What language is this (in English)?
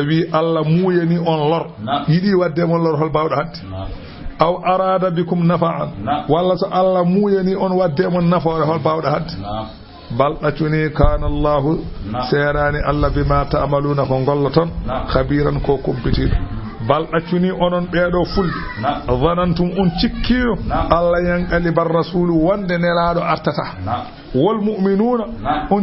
Fula